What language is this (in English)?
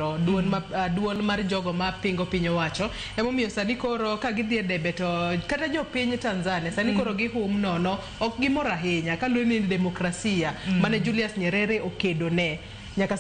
Luo (Kenya and Tanzania)